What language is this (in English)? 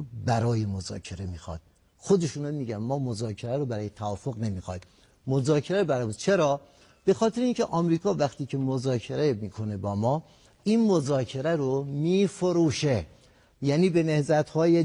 Persian